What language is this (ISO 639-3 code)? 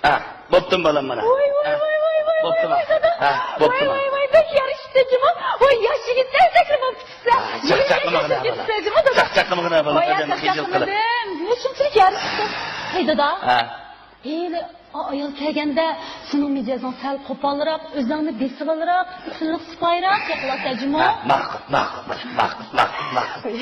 uig